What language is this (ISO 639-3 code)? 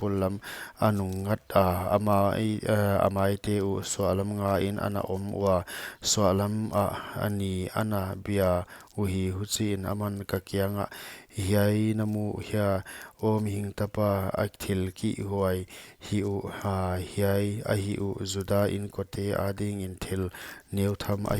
pck